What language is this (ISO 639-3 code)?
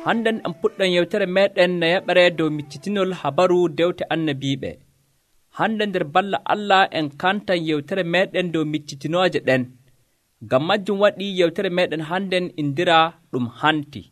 fuv